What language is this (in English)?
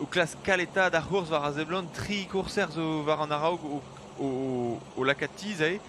Breton